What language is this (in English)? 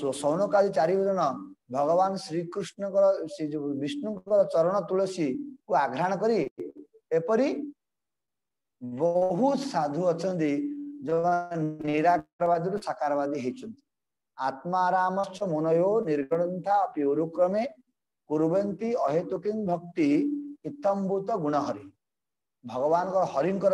Odia